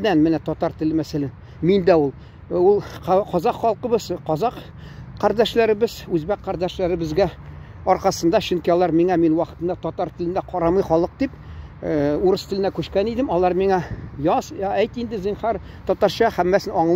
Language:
Tatar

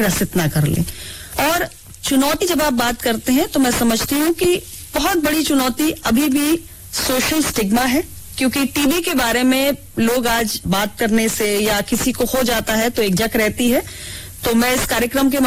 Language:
Hindi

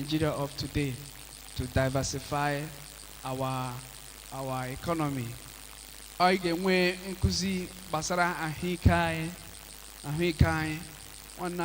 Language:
Igbo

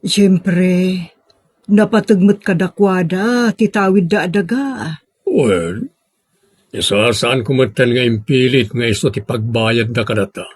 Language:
Iloko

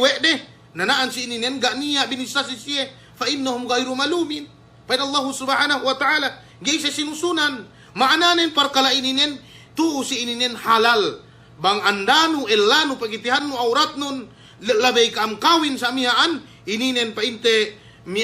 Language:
Yakan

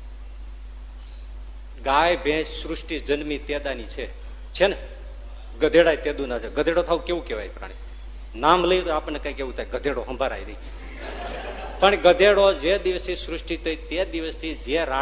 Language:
Gujarati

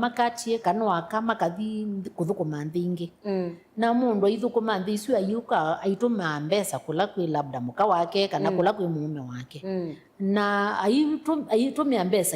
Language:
Kamba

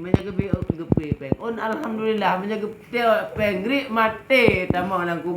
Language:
Achinese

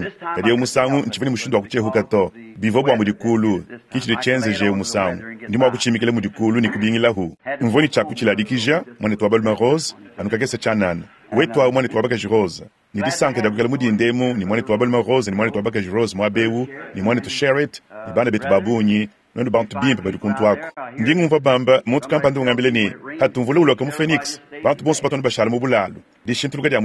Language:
Luba-Lulua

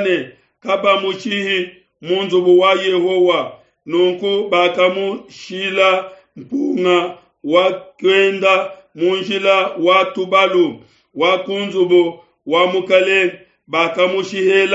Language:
Luba-Lulua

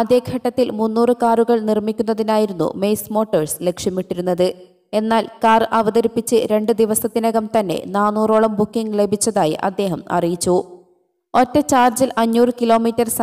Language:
Malayalam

